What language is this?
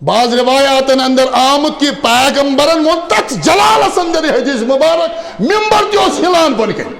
Kashmiri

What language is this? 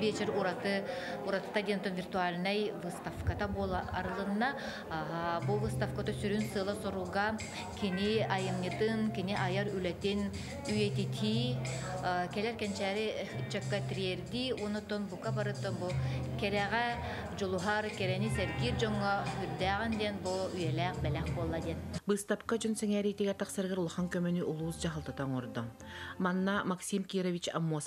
Yakut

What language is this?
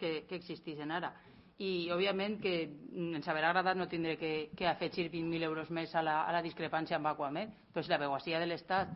Catalan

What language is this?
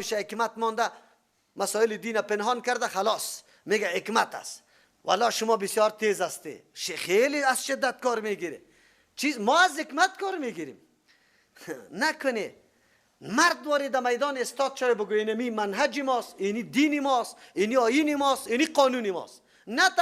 Persian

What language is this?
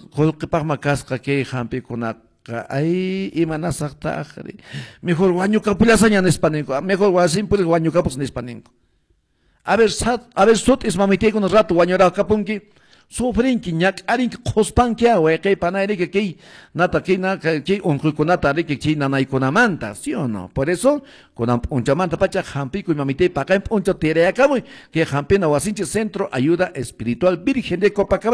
Quechua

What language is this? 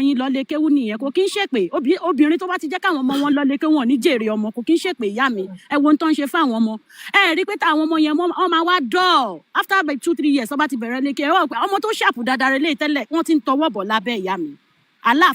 Yoruba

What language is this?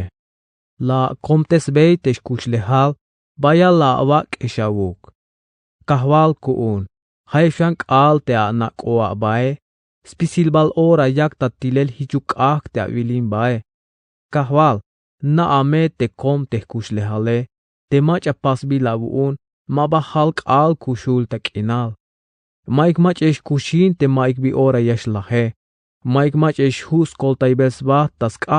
Tzeltal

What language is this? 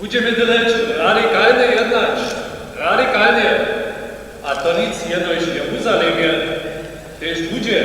Upper Sorbian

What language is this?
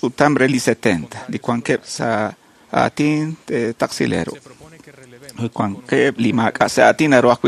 Kekchí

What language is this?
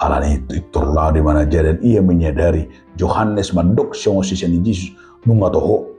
Batak Toba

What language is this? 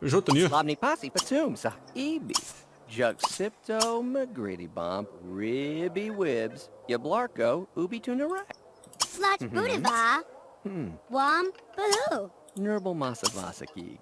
Bavarian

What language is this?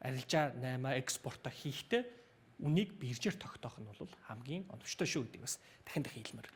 Mongolian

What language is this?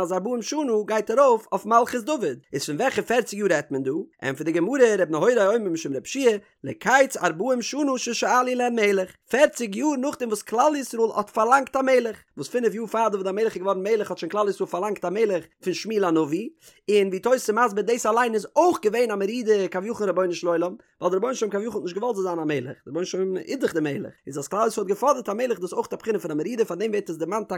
Yiddish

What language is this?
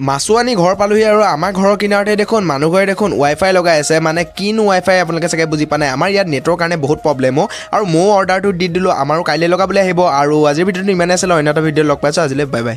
Assamese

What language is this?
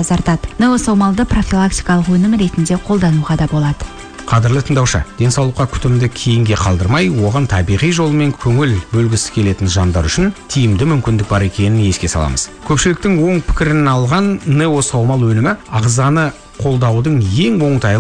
Kazakh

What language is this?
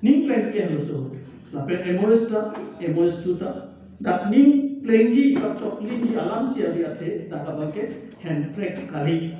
Karbi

